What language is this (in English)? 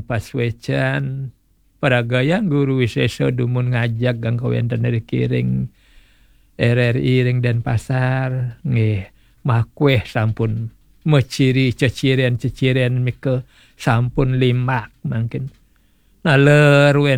Balinese